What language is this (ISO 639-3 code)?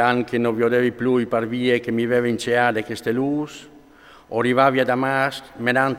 fur